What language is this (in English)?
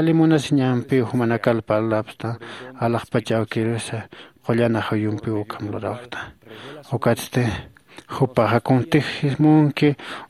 Aymara